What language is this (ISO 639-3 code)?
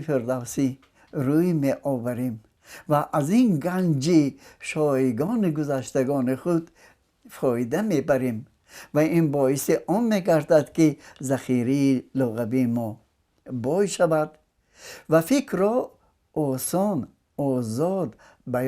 tgk